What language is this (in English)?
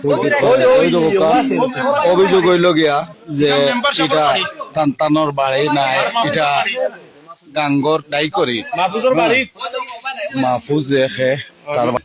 Sylheti